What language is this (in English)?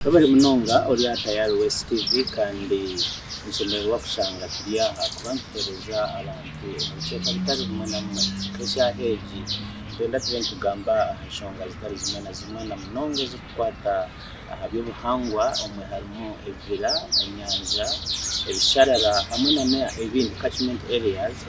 Nyankole